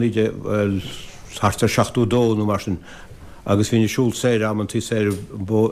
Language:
Irish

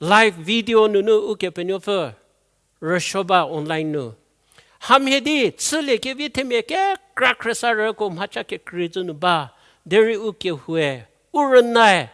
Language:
Angami Naga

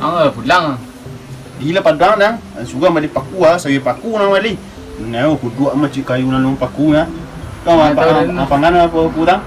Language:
Minangkabau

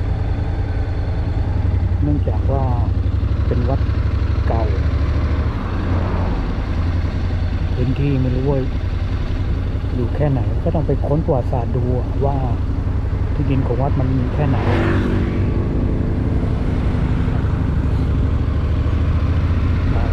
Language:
Thai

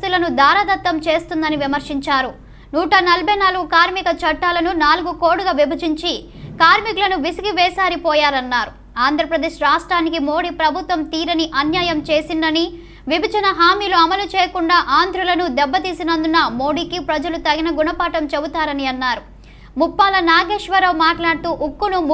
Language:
Telugu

